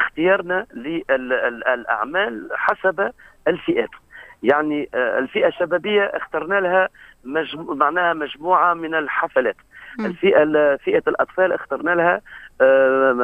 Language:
Tunisian Arabic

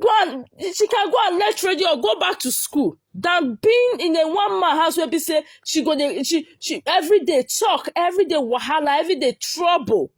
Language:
Nigerian Pidgin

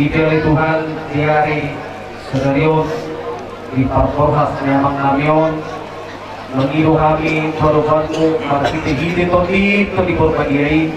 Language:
Batak Toba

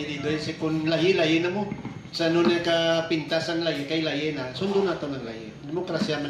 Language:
Hiligaynon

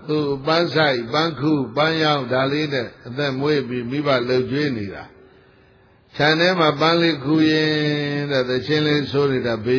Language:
Burmese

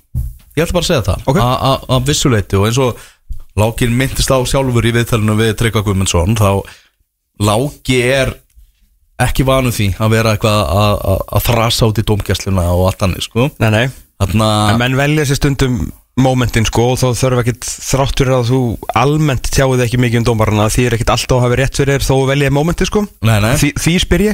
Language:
Icelandic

